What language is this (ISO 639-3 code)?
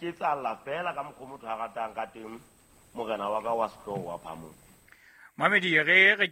sot